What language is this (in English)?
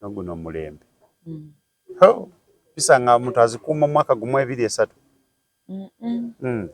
Ganda